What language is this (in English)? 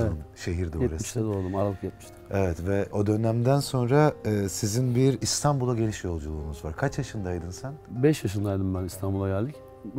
Turkish